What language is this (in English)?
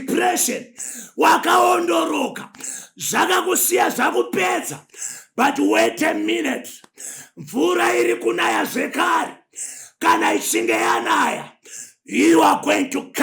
Shona